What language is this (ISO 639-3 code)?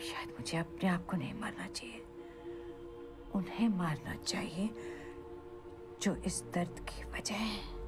hin